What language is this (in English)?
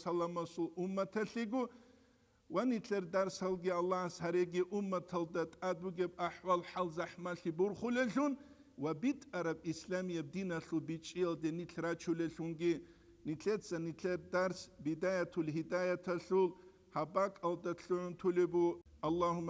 Avaric